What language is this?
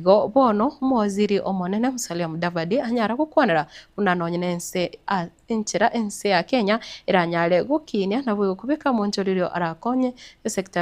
Gusii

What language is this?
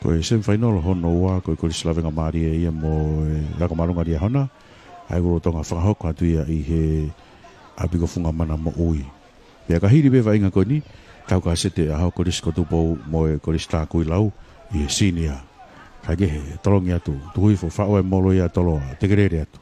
Tongan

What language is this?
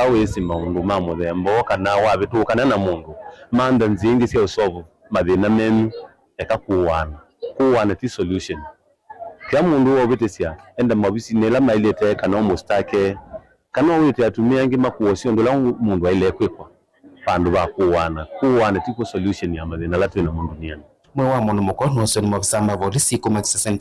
Kamba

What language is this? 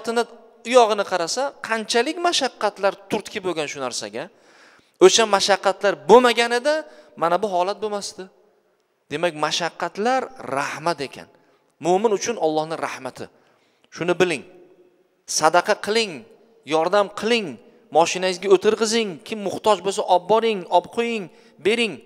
Uzbek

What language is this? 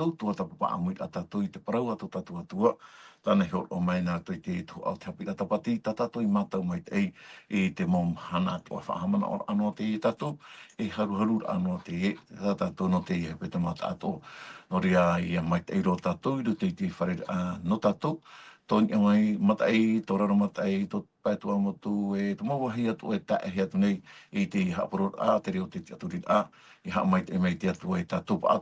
Tahitian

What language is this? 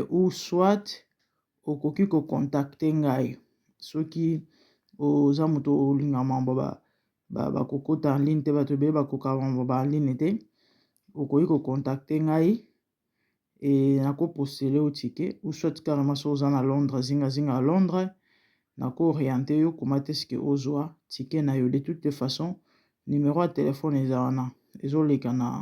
Lingala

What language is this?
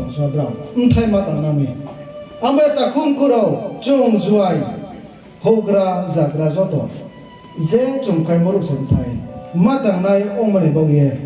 Riang (India)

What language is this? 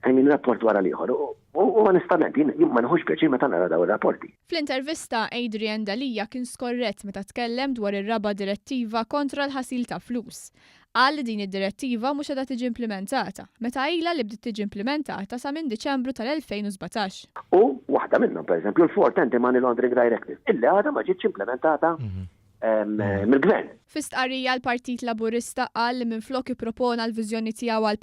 Maltese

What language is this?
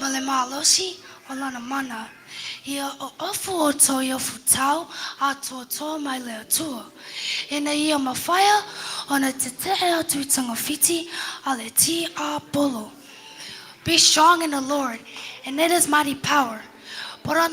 Samoan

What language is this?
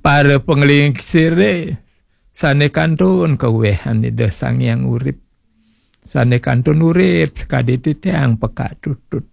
Balinese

